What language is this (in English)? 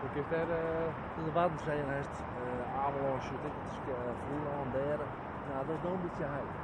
Western Frisian